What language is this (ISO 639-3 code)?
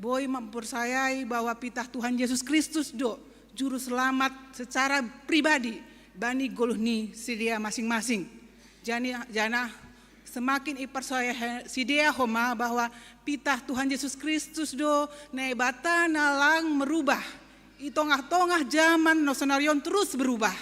bts